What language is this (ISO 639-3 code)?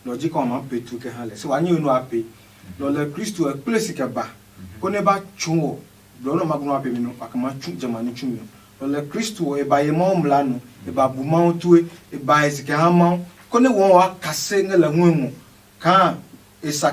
ada